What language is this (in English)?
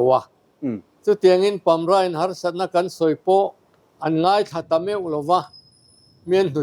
Mizo